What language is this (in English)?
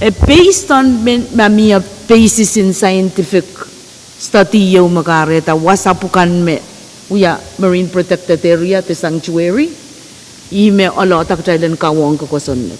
Pohnpeian